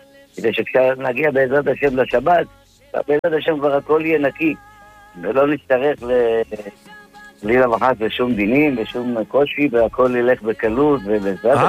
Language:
Hebrew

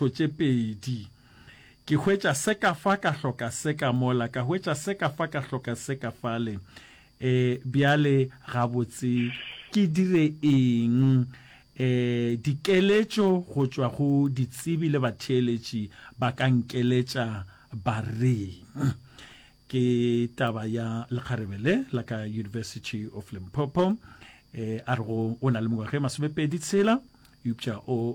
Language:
Northern Sotho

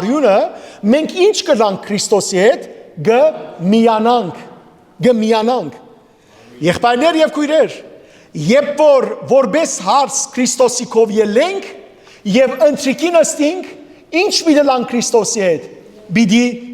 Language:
Western Armenian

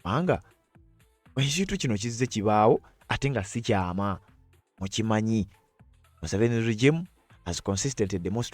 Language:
Ganda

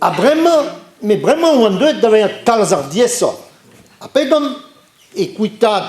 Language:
Breton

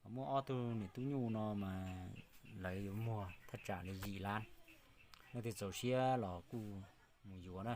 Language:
Hmong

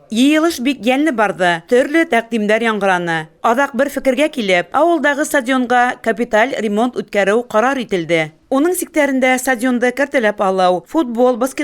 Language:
Bashkir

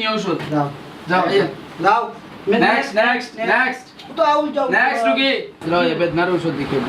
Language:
Sylheti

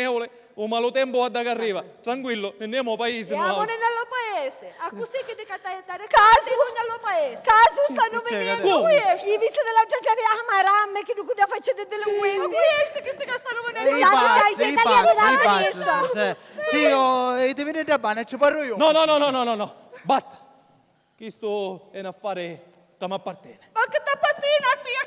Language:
Sicilian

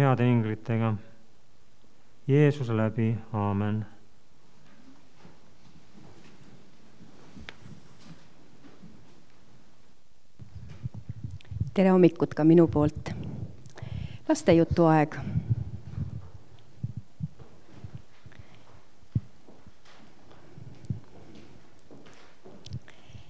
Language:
Estonian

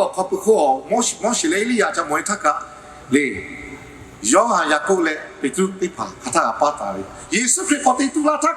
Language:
Lahu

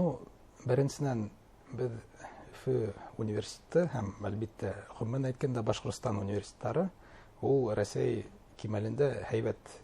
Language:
Bashkir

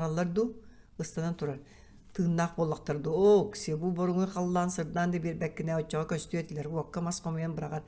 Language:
Yakut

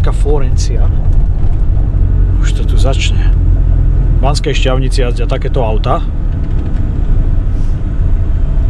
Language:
Slovak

